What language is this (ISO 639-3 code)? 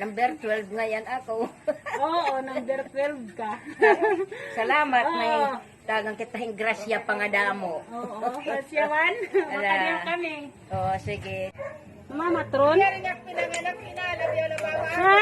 war